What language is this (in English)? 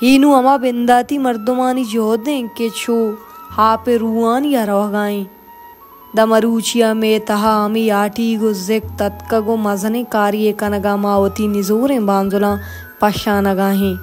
Baluchi